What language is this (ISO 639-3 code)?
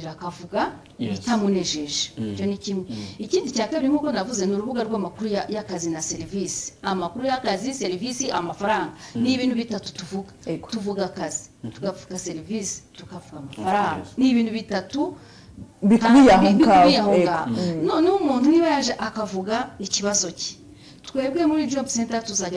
kin